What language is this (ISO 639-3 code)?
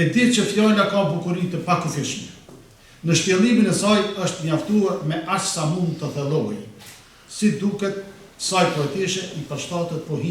sqi